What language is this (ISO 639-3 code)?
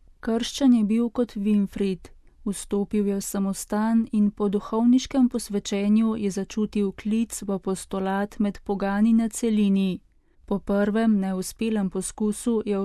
slv